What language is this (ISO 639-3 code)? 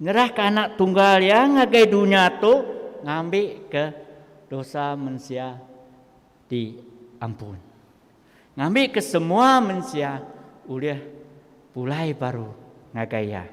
iba